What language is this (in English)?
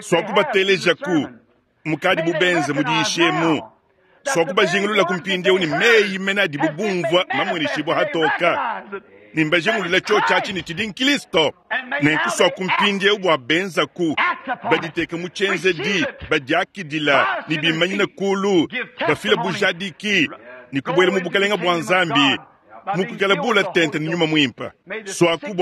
Luba-Lulua